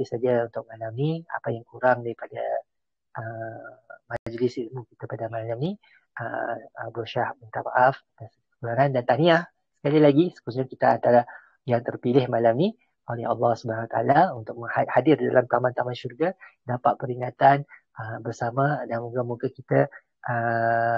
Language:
Malay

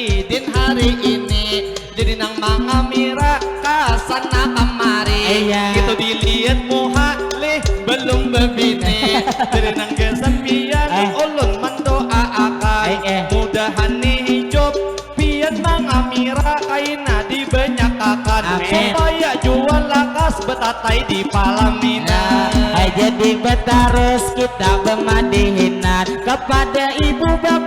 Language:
Banjar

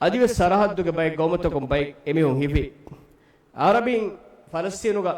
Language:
Divehi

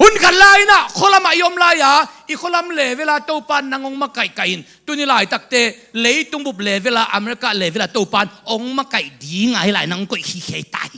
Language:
Tedim Chin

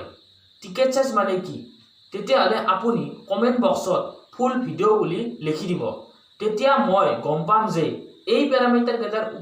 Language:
Assamese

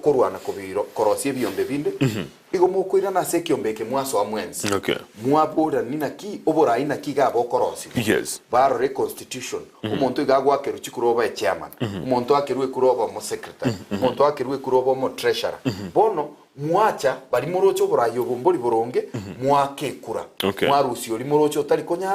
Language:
Gusii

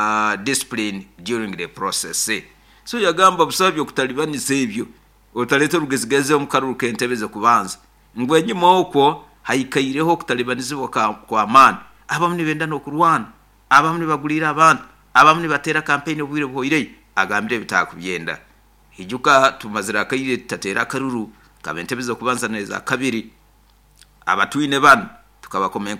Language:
Nyoro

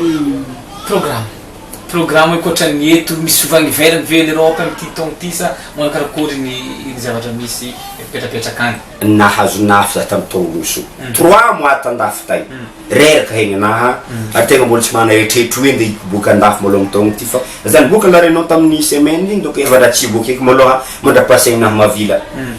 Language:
Malagasy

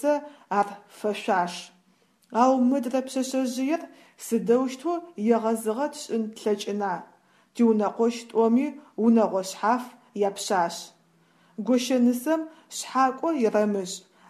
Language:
Adyghe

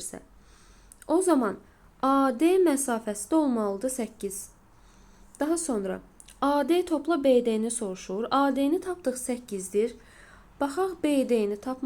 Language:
Azerbaijani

